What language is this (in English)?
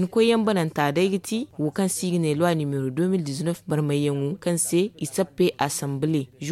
Zarma